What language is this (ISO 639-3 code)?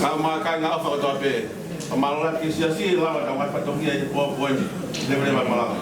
ton